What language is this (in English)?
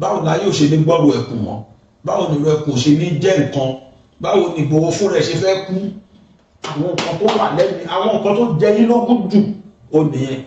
Yoruba